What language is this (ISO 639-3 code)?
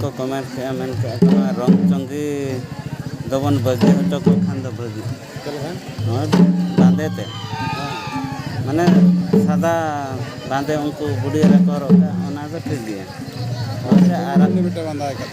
sat